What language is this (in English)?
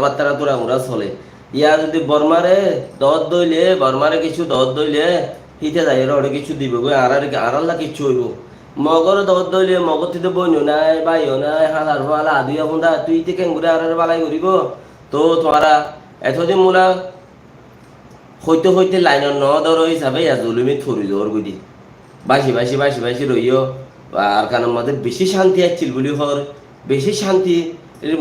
Rohingya